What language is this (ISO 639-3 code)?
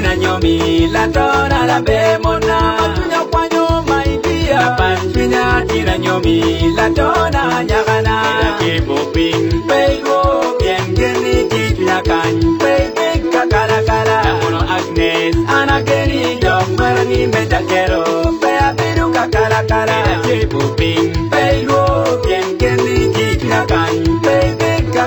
ach